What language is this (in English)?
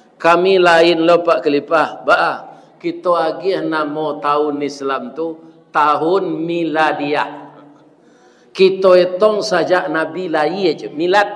Minangkabau